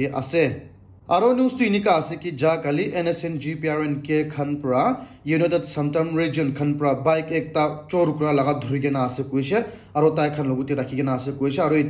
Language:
Naga Pidgin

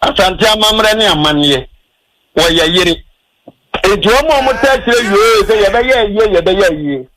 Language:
Akan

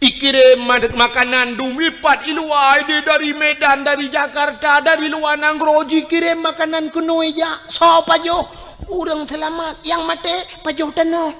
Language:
Achinese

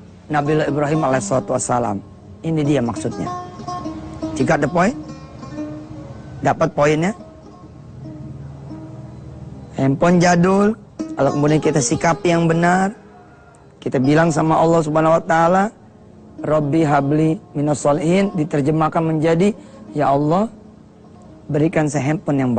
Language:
Indonesian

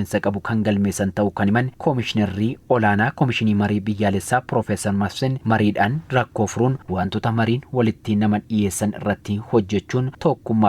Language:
Oromo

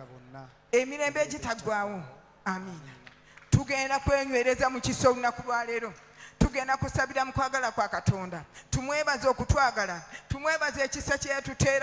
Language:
Ganda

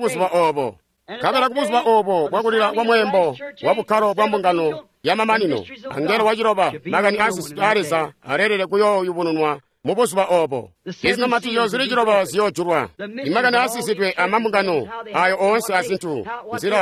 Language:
Tonga (Zambia)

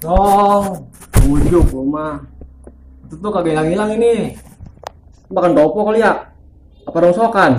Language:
Betawi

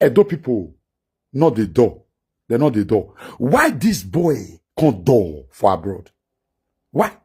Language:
Nigerian Pidgin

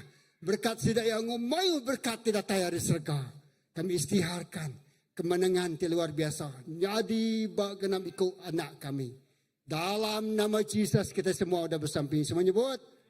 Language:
Iban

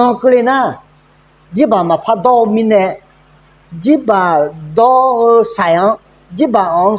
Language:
Akha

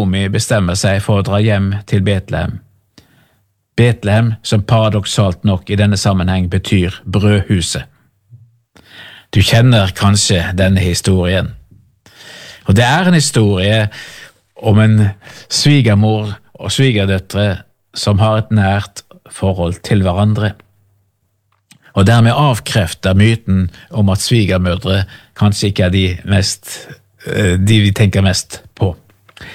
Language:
Norwegian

